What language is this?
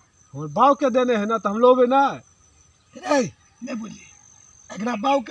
Maithili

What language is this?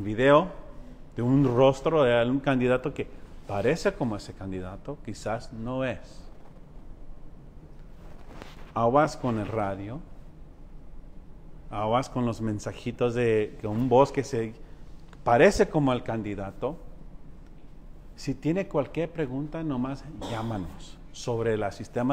Spanish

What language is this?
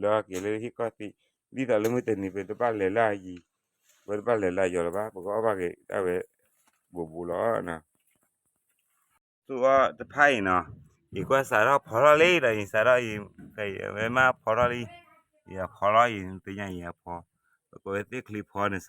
S'gaw Karen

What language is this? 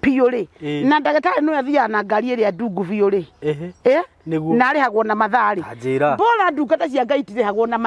Kikuyu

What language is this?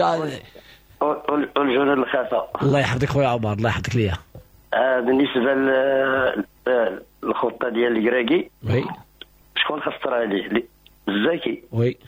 Moroccan Arabic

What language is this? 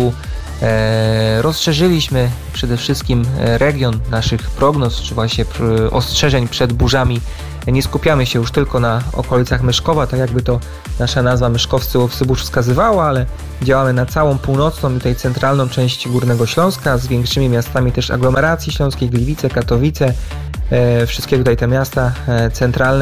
Polish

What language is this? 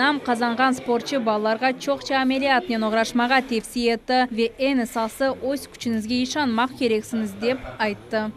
Crimean Tatar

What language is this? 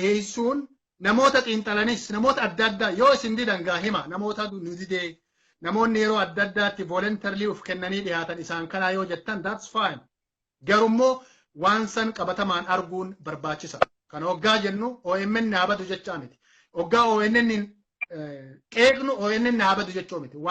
Oromo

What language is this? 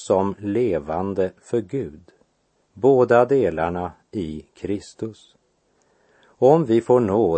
Swedish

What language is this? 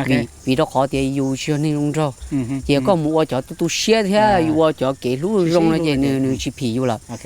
Hmong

